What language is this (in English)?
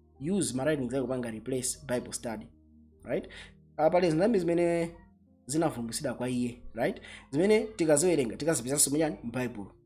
Nyanja